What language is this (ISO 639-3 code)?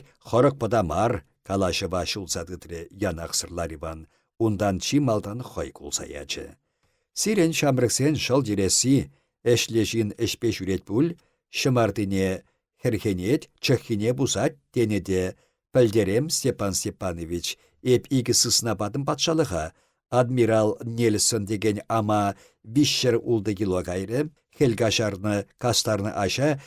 chv